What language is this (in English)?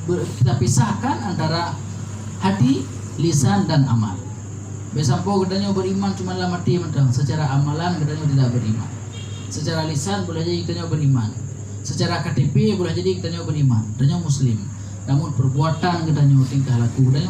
Achinese